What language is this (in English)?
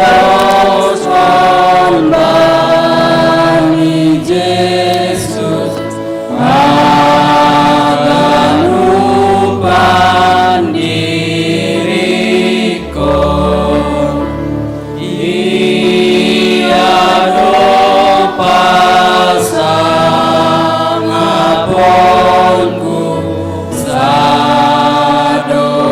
Batak Simalungun